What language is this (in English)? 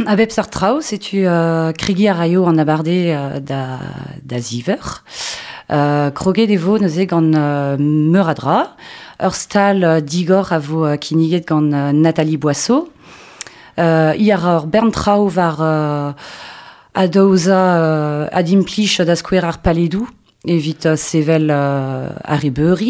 Breton